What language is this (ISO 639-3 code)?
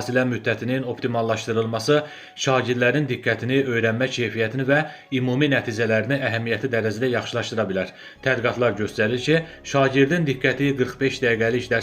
aze